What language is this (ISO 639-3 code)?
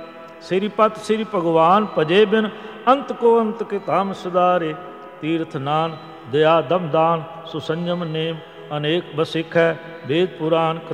pan